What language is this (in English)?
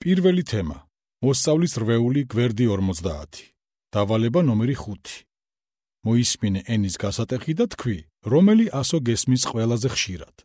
Georgian